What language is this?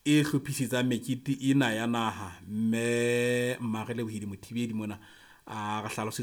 Southern Sotho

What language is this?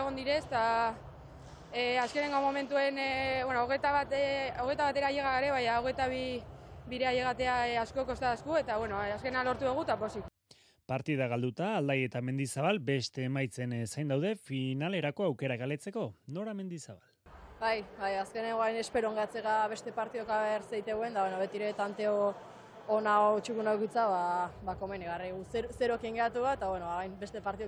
Basque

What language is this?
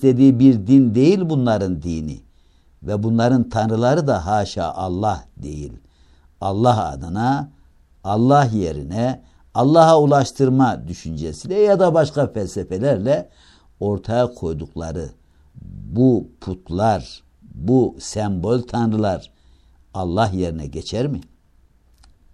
Turkish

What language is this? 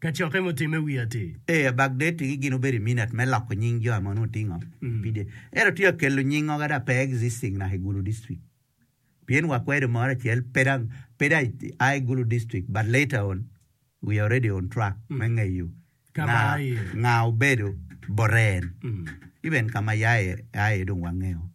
Acoli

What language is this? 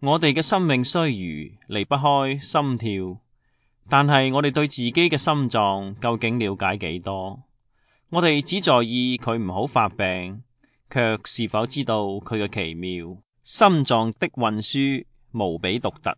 Cantonese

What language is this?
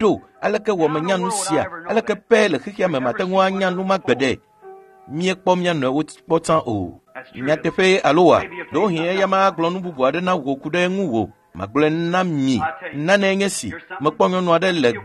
Ewe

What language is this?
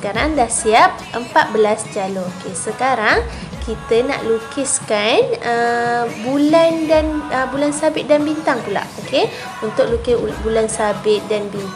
Malay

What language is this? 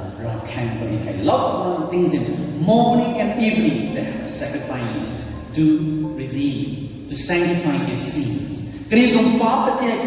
Rongmei Naga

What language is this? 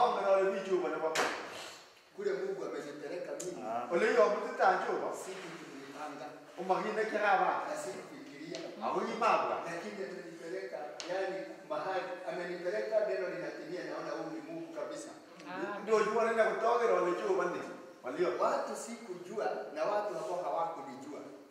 Swahili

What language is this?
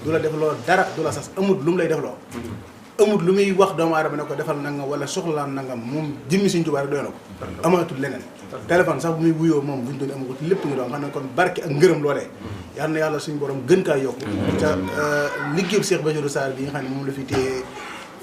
Wolof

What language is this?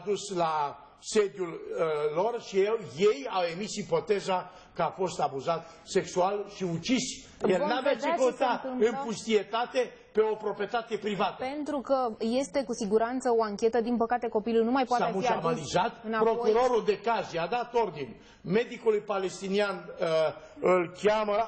Romanian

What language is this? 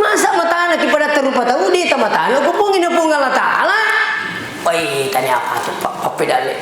Buginese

